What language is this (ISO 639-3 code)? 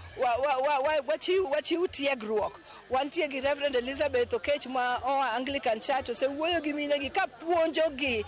luo